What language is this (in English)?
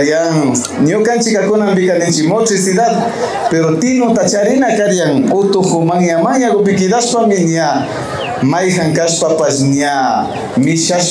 Imbabura Highland Quichua